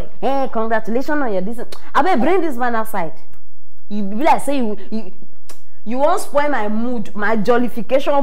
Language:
Nigerian Pidgin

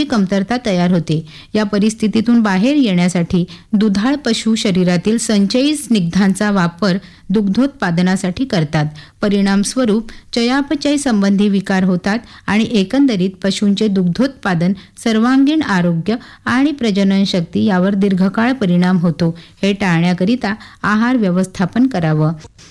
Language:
Marathi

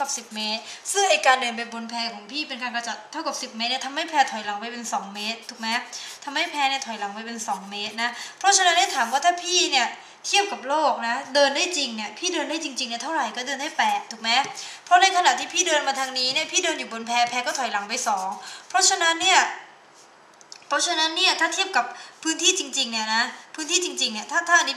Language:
Thai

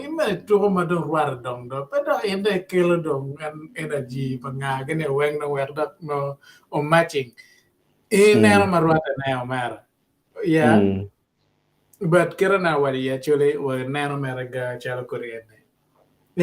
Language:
Acoli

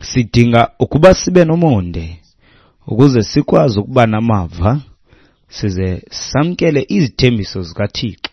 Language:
Xhosa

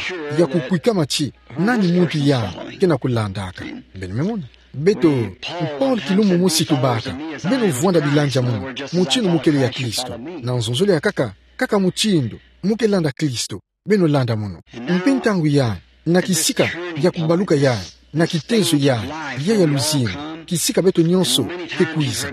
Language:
Kituba (Democratic Republic of Congo)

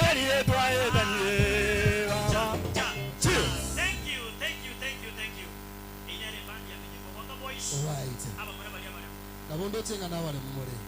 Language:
Gusii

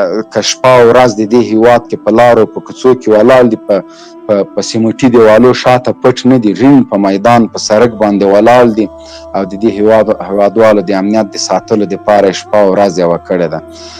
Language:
Pashto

